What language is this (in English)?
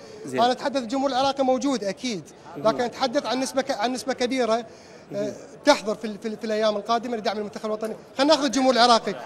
Mesopotamian Arabic